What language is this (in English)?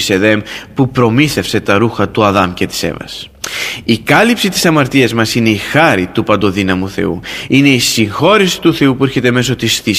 Greek